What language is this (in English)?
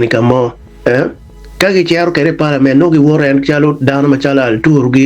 Acoli